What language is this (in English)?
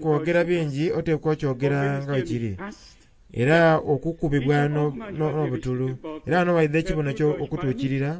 Soga